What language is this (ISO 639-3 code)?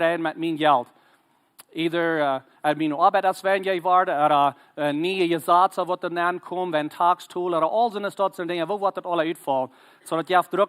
pdt